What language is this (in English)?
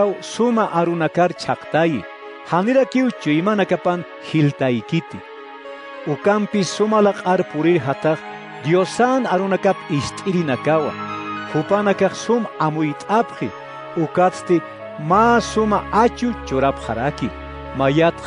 Aymara